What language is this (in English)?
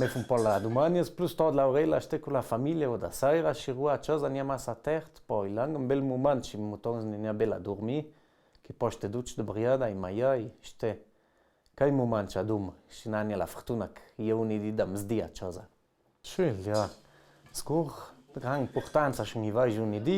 Ladin